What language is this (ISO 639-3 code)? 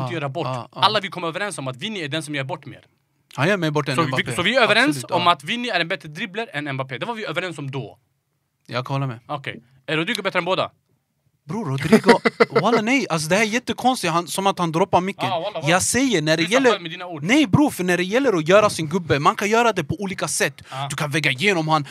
swe